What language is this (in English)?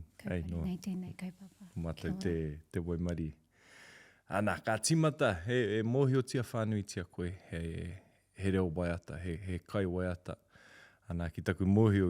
Māori